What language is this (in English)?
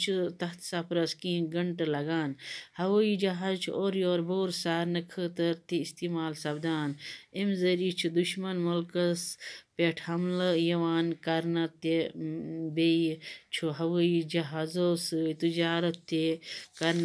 Kashmiri